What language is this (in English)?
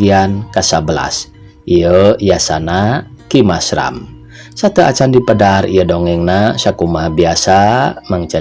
Sundanese